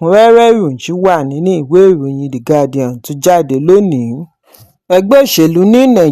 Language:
Yoruba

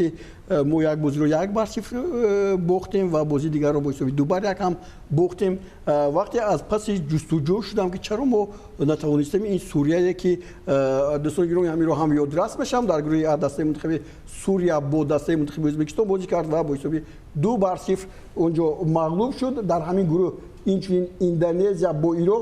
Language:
Tajik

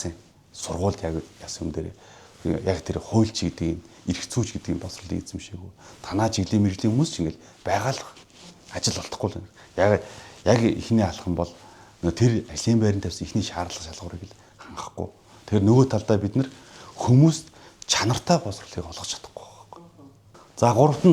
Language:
Mongolian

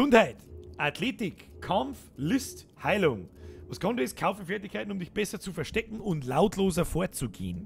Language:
Bavarian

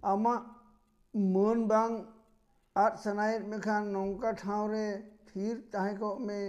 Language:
Santali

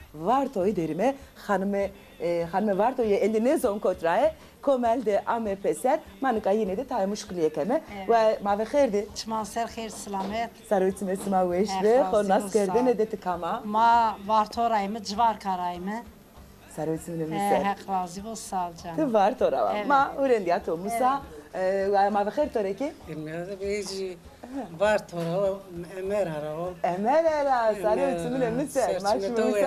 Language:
Zaza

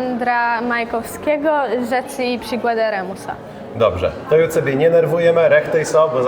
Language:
Kashubian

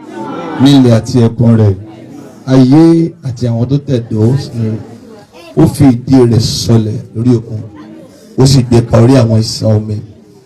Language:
Yoruba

